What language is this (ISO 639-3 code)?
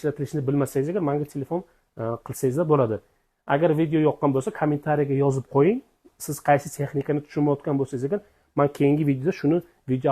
uzb